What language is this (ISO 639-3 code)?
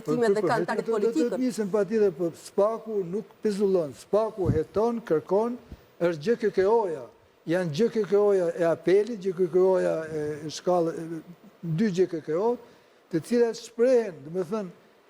sqi